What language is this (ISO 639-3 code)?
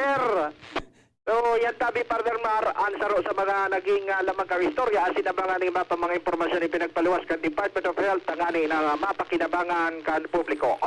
bik